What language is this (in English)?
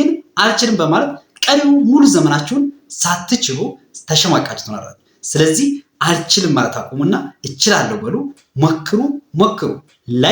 Amharic